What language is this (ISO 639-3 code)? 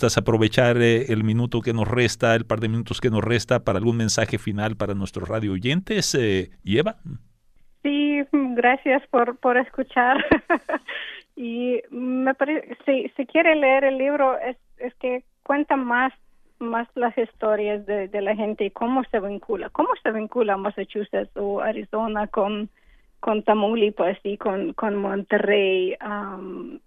spa